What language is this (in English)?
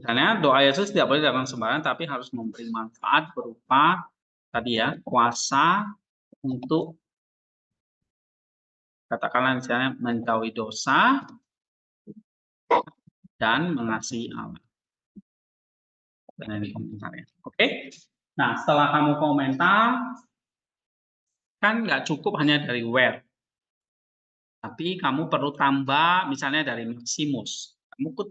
Indonesian